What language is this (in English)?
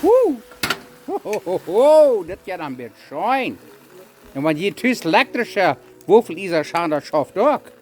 Plautdietsch